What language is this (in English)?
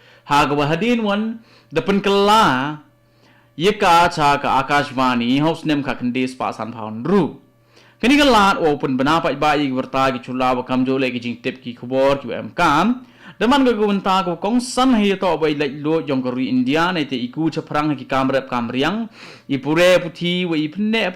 Khasi